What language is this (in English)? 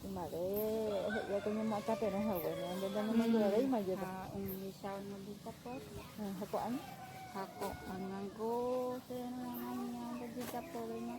Guarani